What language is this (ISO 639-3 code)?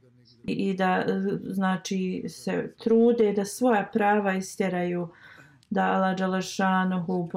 bos